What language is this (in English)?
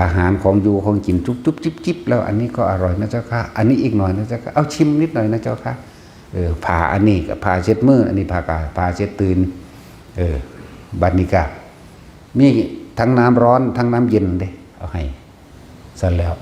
Northeastern Thai